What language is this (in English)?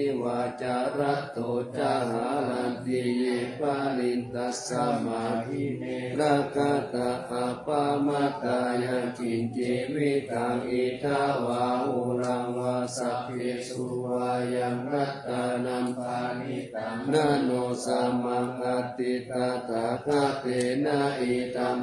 Pali